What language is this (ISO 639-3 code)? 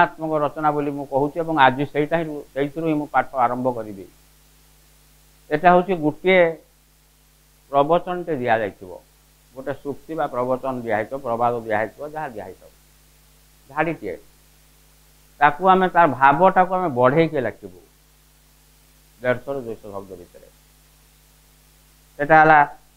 ori